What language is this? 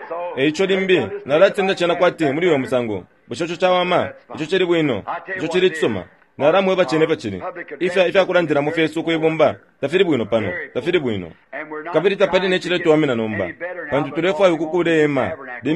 Bemba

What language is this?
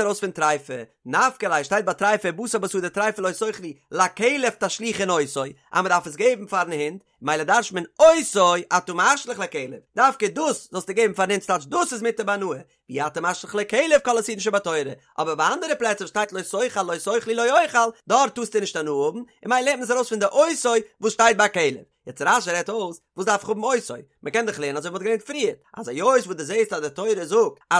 Yiddish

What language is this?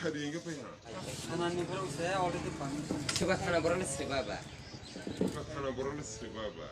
Kok Borok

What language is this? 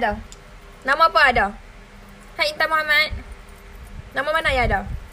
Malay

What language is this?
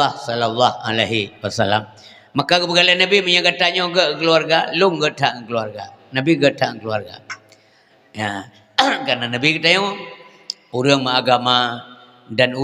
Achinese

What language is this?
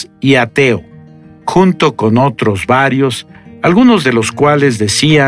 Spanish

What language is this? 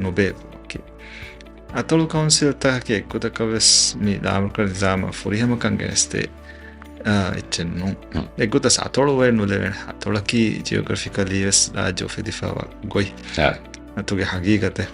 Divehi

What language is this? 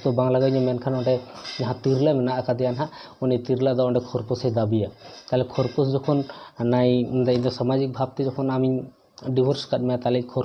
Santali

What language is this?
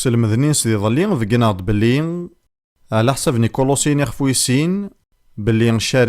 Kabyle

